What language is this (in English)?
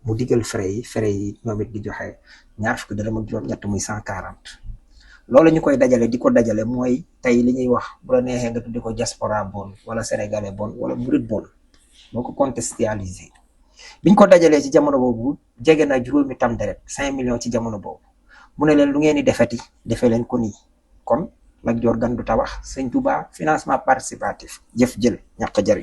Wolof